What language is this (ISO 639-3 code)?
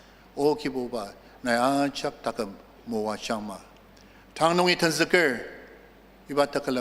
njo